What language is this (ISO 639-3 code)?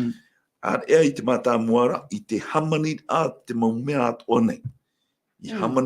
tah